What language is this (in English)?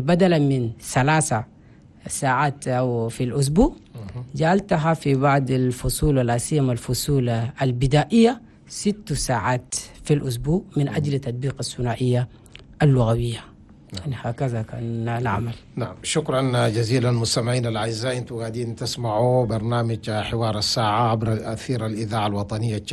Chadian Arabic